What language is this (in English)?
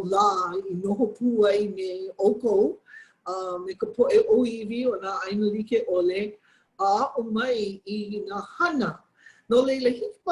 Hawaiian